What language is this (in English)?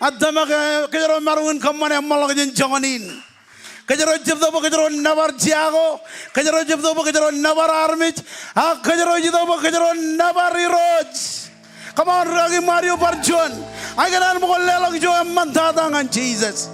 Marshallese